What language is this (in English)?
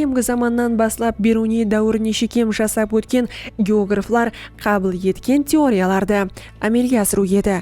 Kara-Kalpak